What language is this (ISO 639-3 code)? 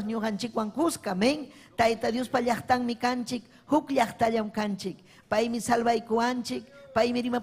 quy